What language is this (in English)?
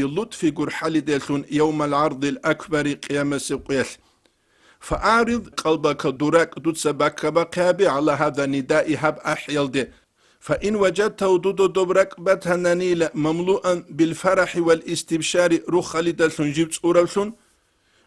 Avaric